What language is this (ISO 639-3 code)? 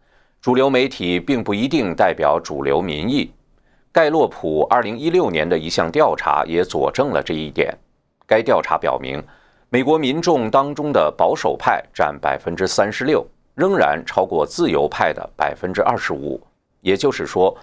zho